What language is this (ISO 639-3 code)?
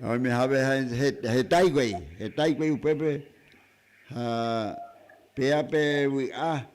grn